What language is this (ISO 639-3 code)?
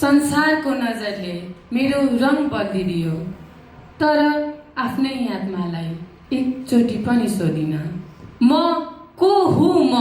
nep